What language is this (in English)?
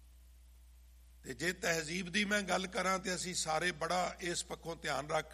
Punjabi